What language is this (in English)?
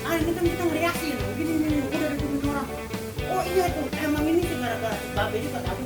Betawi